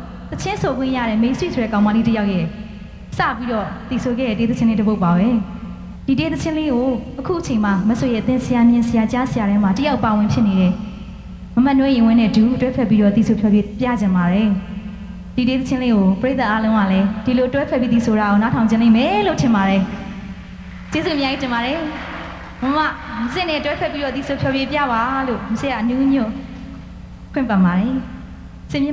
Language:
Burmese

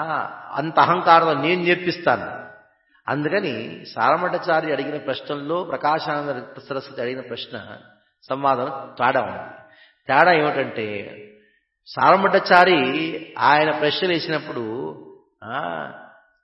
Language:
Telugu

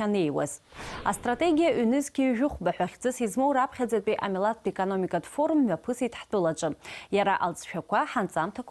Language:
Abkhazian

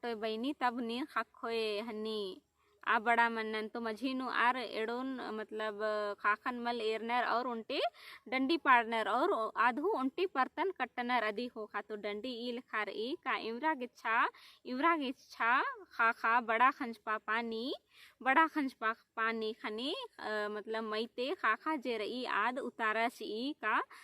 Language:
Kurukh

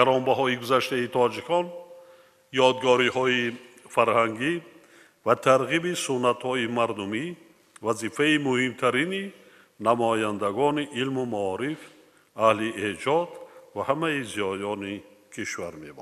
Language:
Tajik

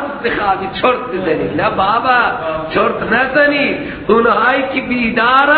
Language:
Persian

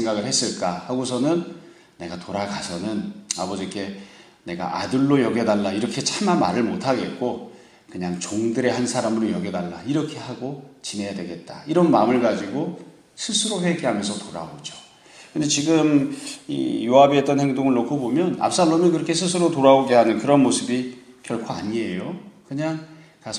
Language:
Korean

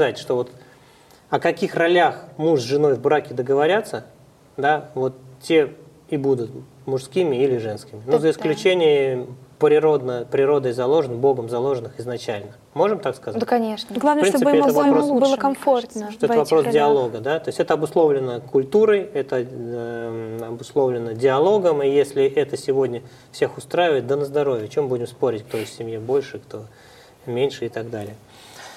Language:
Russian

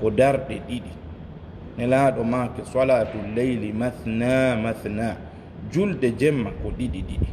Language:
Fula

